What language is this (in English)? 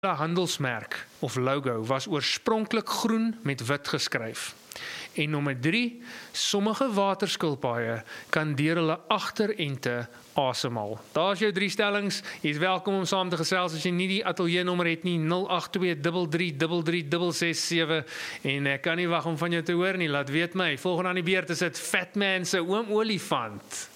Afrikaans